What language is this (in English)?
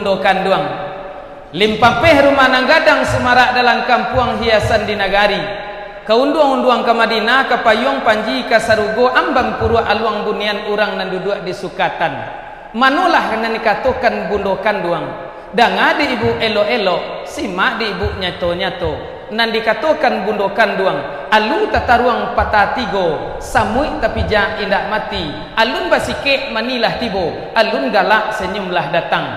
Minangkabau